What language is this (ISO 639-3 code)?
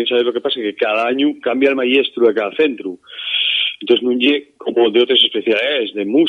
ast